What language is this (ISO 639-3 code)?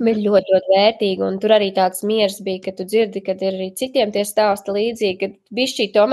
lav